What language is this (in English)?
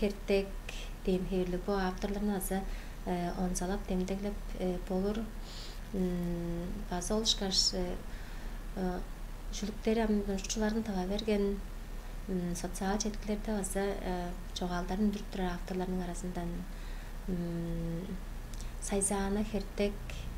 Tuvinian